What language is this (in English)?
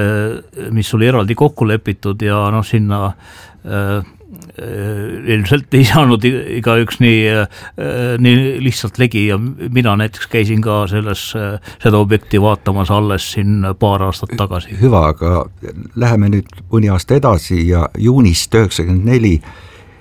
Estonian